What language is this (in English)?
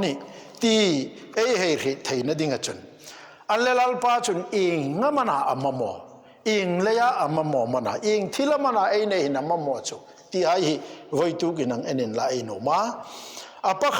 Hmar